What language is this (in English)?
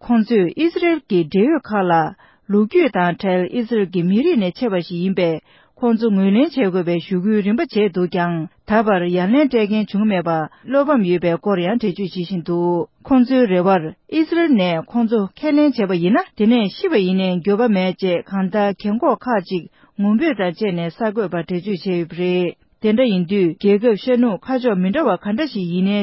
Tibetan